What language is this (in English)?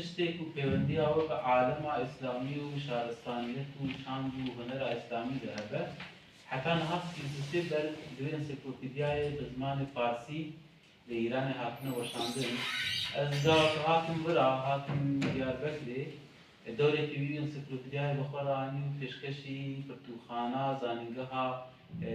Kurdish